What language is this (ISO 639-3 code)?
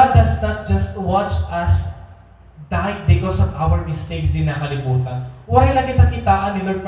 war